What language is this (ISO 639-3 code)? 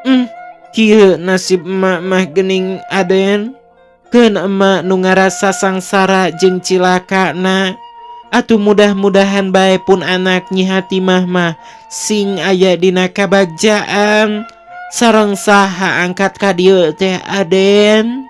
sun